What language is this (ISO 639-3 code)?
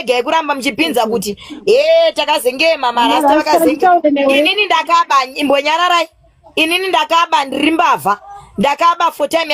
sna